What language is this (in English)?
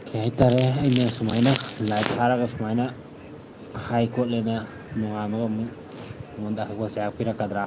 Manipuri